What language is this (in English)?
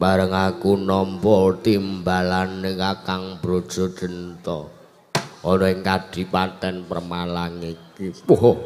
Javanese